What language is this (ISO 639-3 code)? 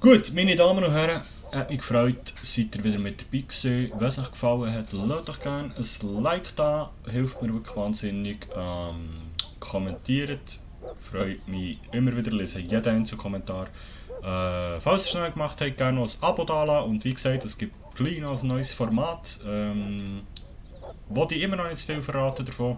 gsw